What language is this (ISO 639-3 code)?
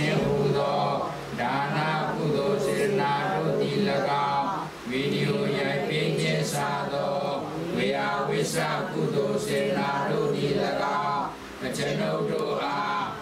mya